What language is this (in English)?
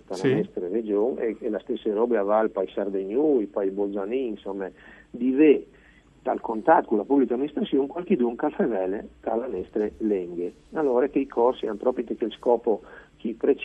Friulian